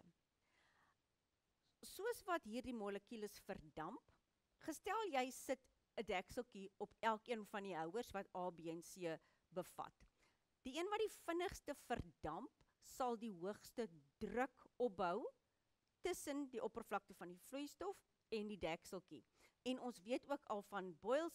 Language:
Afrikaans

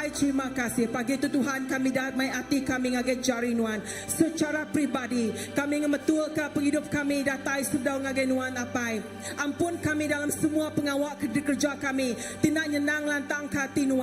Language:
Iban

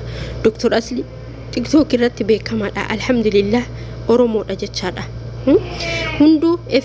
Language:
Oromo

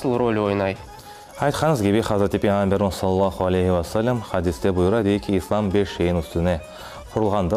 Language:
Crimean Tatar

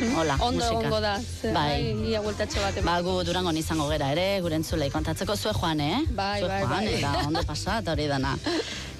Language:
Basque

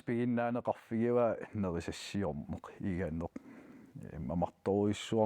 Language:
Kalaallisut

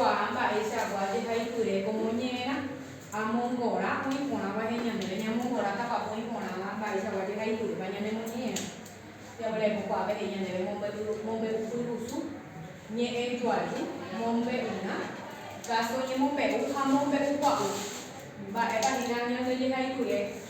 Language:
Guarani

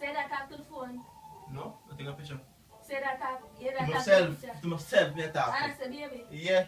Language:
Jamaican Creole English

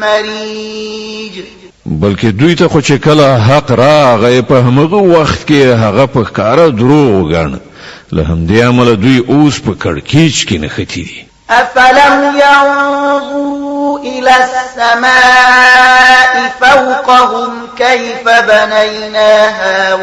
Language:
Pashto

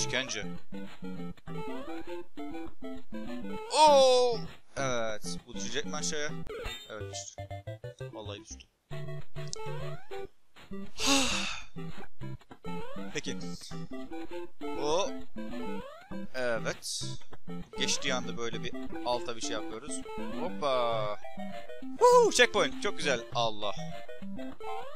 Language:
Turkish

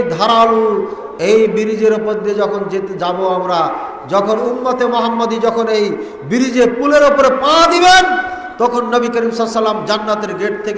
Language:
Bangla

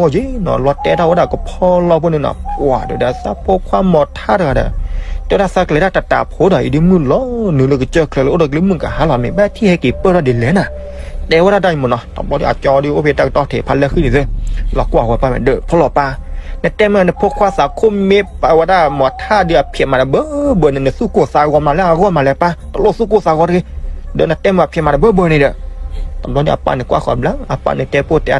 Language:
S'gaw Karen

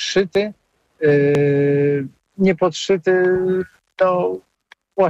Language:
Polish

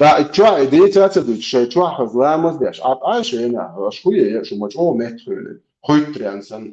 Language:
Chechen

